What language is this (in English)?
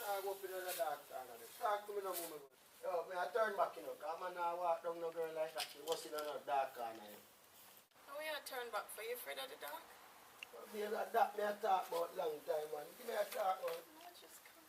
Jamaican Creole English